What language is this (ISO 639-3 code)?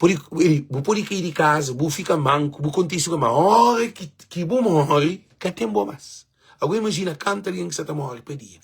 kea